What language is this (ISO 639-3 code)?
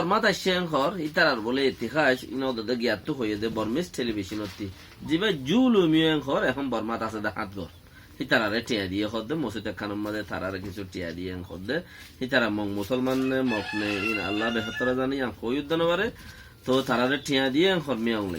rhg